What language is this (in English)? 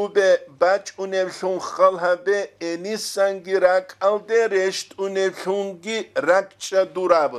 Avaric